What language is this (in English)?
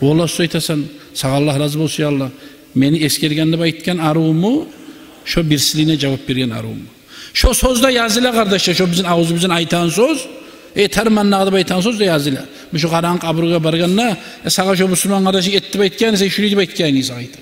Kumyk